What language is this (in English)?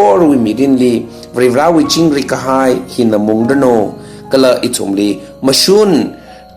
Tangkhul Naga (India)